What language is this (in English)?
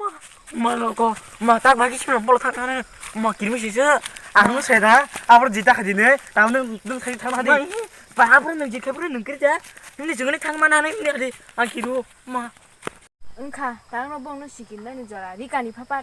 Kok Borok